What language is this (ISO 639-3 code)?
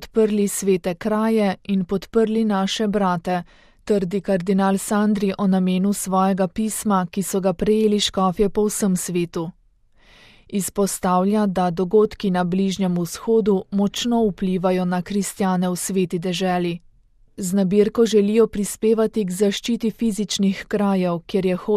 slv